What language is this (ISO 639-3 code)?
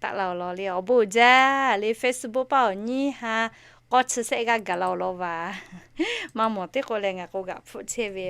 lhu